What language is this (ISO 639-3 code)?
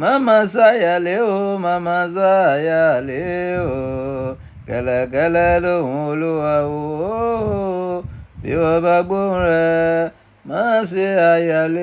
yor